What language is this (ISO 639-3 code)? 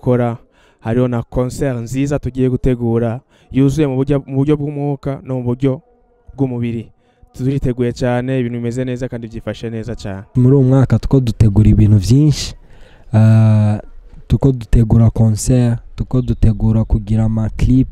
run